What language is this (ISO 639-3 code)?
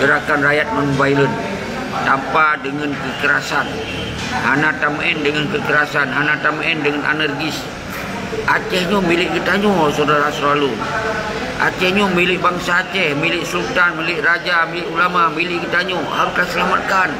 ace